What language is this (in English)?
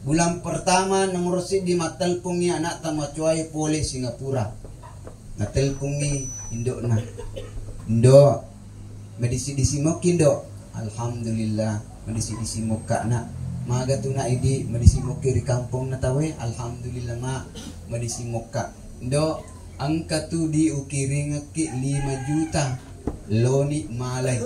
Buginese